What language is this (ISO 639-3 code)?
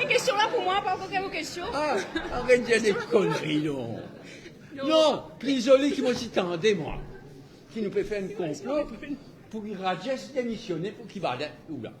mfe